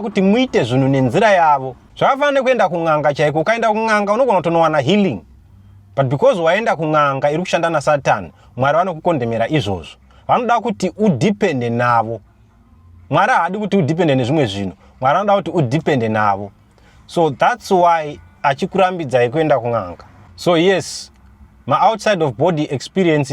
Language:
Shona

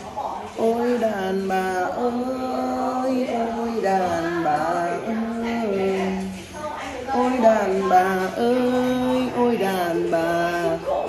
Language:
Vietnamese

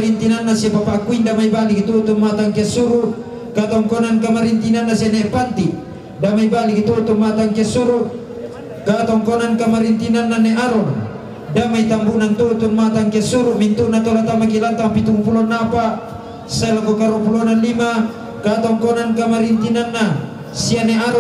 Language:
Toraja-Sa'dan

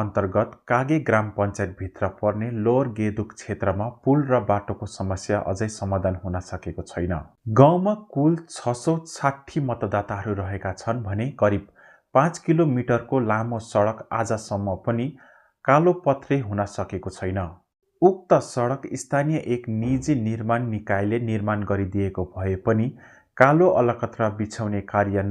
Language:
Nepali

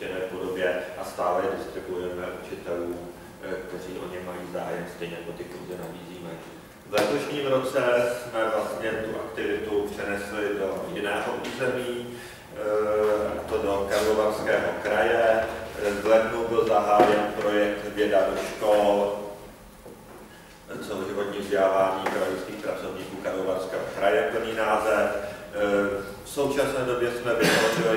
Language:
Czech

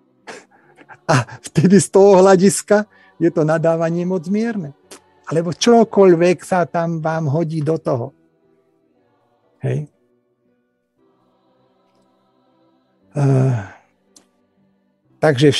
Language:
Slovak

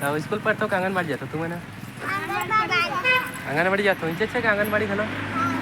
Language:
Chhattisgarhi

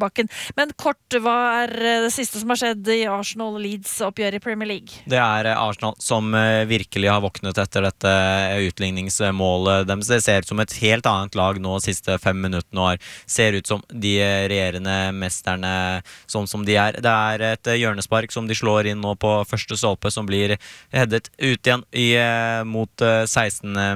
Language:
Norwegian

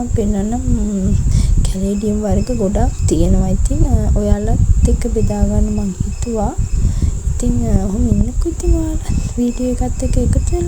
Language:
Sinhala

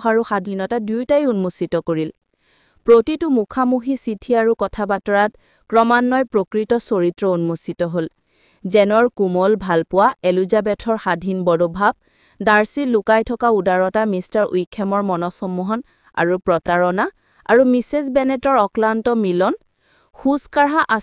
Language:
Assamese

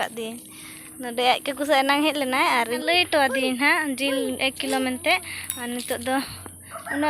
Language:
Santali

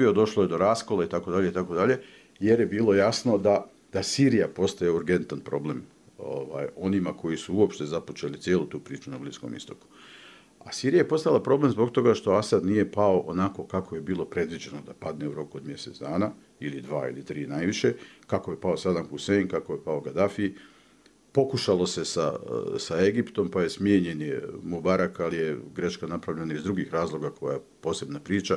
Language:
Bosnian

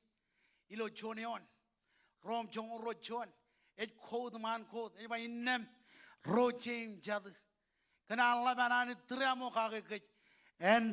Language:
Marshallese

